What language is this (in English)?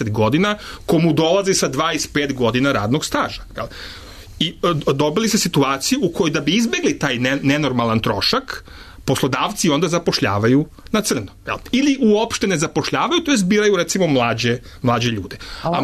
Serbian